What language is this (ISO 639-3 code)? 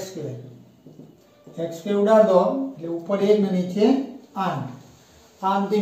guj